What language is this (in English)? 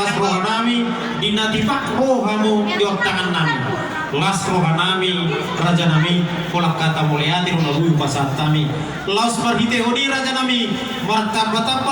Batak Toba